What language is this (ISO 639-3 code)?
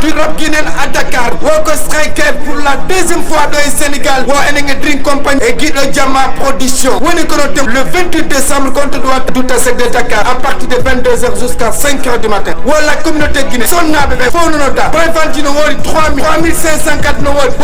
ful